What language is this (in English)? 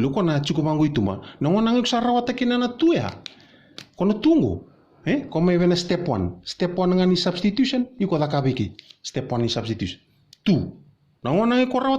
Fijian